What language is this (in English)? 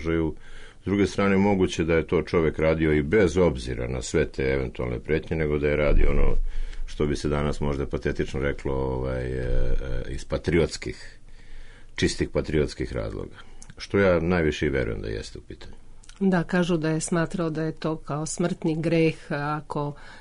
Serbian